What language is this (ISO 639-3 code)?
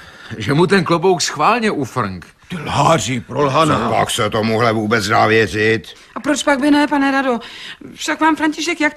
ces